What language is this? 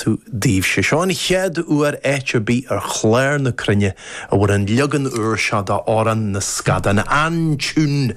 Irish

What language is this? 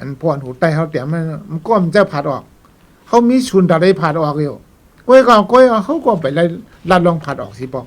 Shan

